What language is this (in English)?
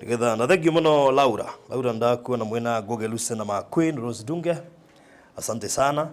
Kikuyu